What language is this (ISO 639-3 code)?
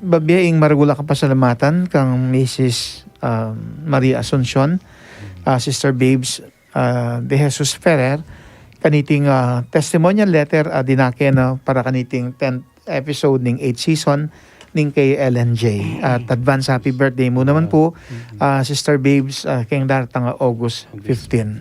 pam